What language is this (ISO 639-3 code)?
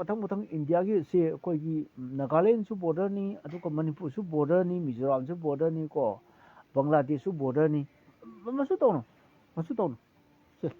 mni